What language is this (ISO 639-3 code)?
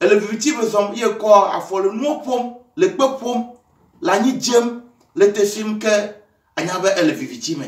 ewe